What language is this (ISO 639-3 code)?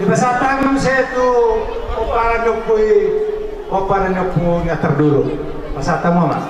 bbc